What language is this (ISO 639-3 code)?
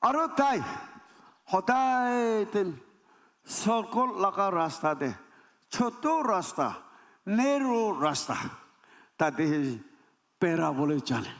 nag